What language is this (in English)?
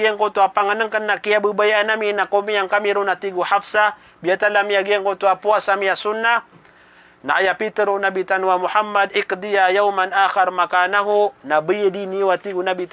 Maranao